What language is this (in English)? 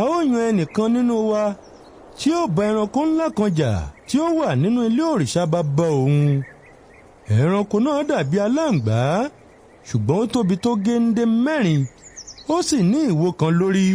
Yoruba